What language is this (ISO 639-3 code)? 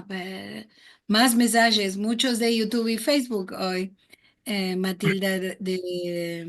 lad